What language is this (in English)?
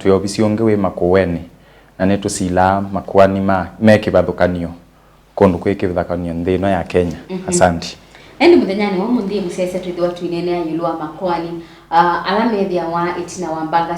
Kamba